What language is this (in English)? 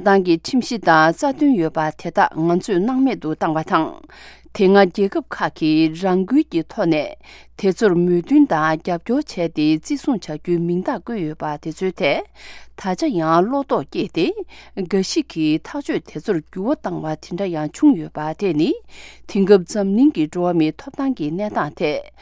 Tibetan